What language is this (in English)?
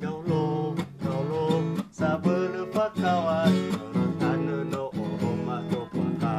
Nias